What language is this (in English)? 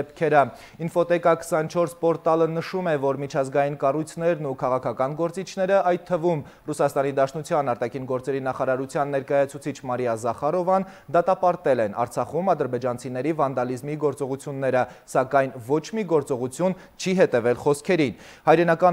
Armenian